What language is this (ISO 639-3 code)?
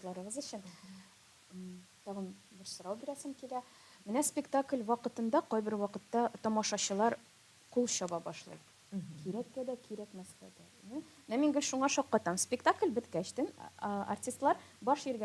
tat